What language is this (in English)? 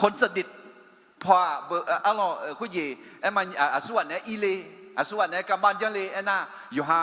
Akha